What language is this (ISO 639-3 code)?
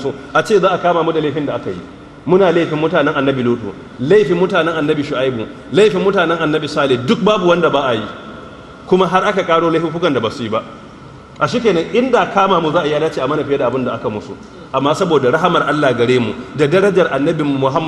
hau